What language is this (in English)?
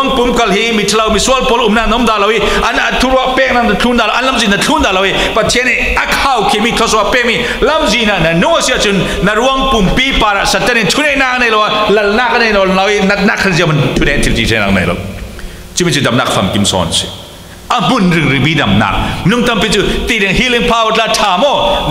Falam Chin